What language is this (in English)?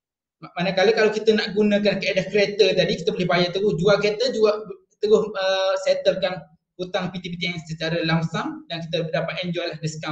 Malay